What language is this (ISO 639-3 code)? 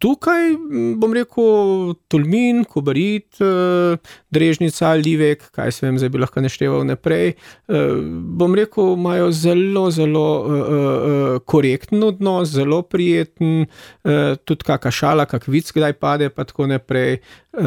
slv